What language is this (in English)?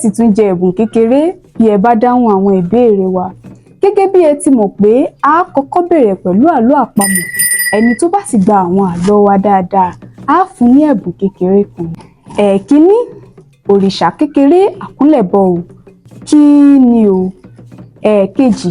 Yoruba